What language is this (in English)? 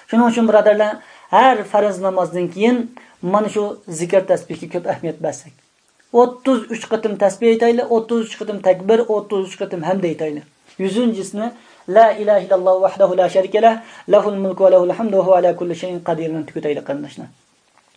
Uyghur